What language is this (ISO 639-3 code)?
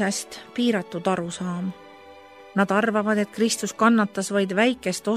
est